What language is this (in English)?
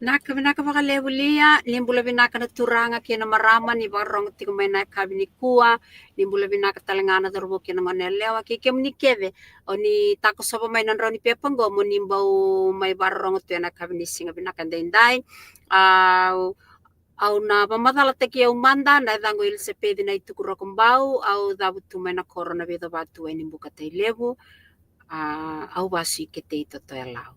Fijian